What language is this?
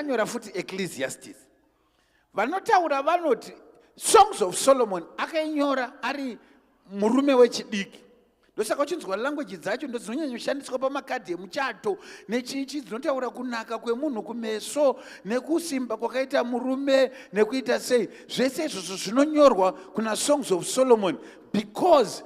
Shona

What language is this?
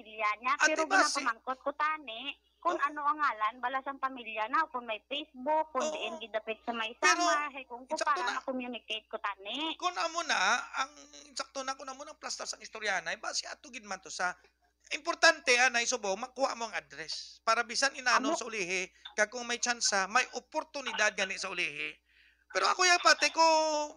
Hiligaynon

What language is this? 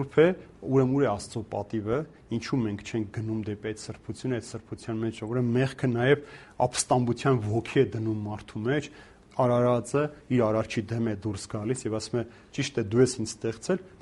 Armenian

